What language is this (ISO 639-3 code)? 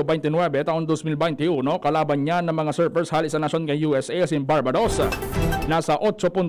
bik